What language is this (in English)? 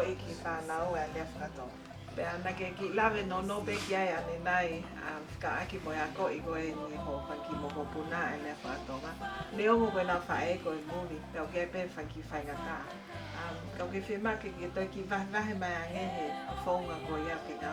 Tongan